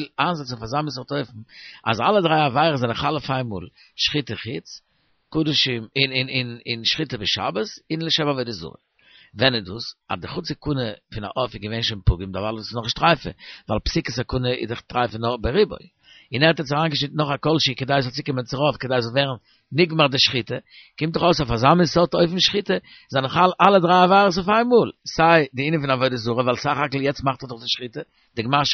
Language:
Yiddish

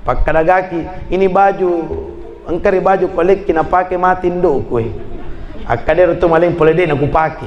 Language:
Buginese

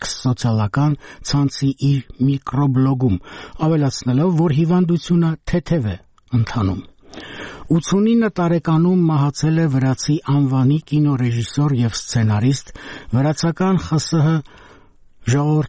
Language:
Armenian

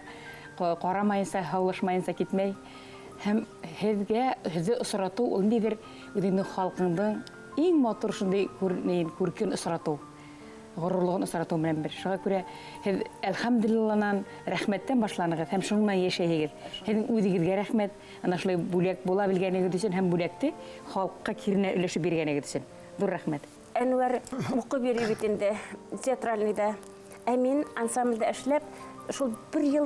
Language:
Bashkir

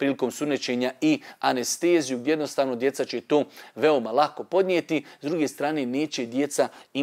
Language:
Bosnian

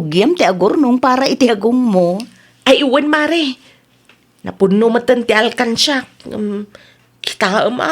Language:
Iloko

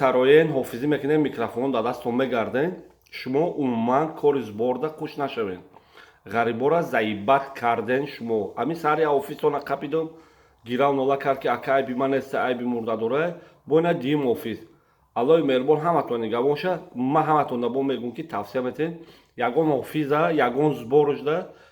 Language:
Tajik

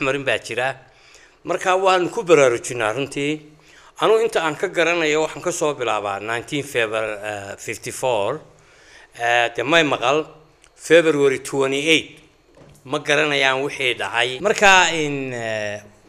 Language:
Somali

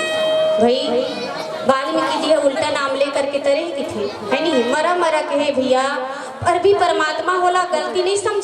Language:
Chhattisgarhi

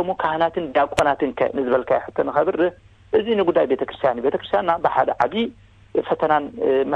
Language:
Tigrinya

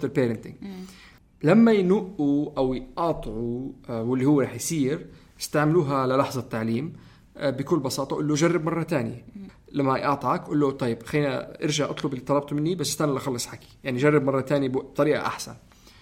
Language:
North Levantine Arabic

